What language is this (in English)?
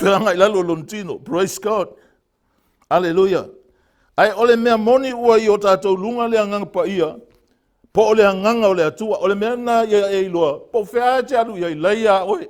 Samoan